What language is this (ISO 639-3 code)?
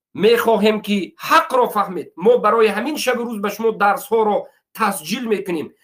tgk